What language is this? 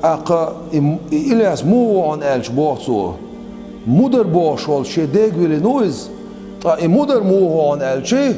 Chechen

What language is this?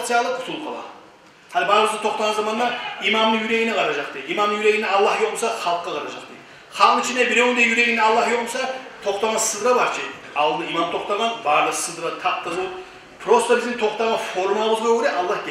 Kumyk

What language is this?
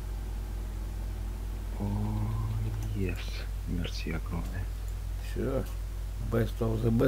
Russian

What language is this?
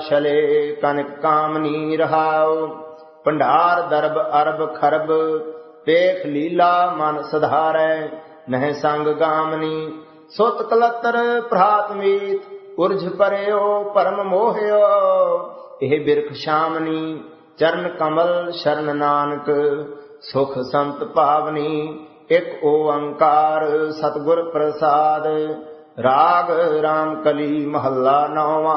Punjabi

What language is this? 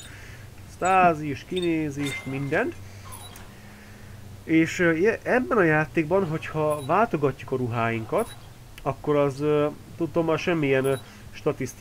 Hungarian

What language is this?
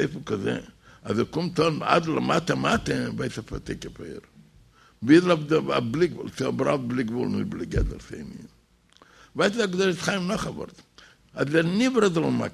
Yiddish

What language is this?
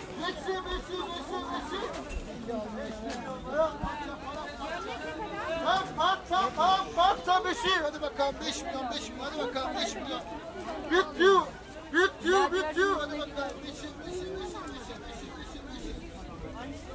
Turkish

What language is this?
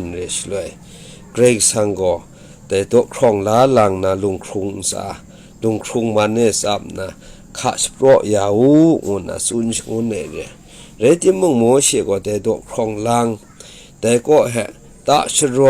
Kachin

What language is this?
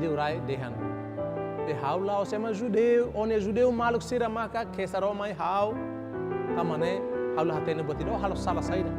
Tetum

